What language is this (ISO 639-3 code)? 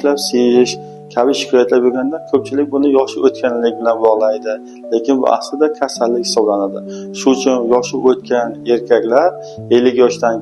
uzb